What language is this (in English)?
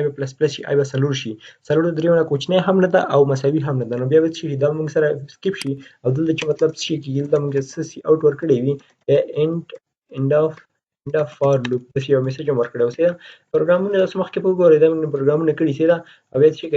Pashto